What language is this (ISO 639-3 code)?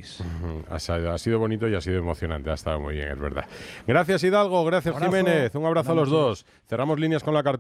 spa